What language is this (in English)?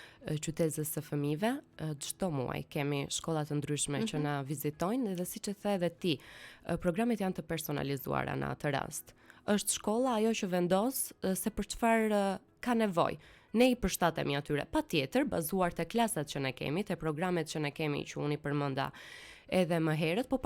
Albanian